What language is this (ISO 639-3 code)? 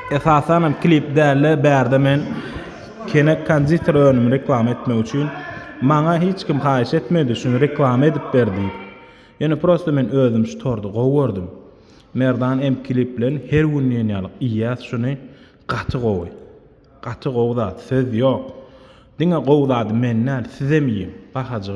tuk